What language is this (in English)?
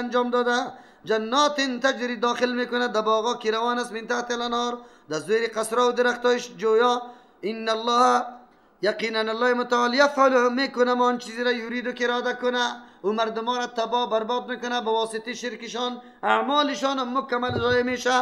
Persian